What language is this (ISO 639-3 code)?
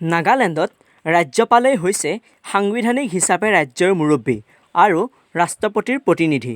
asm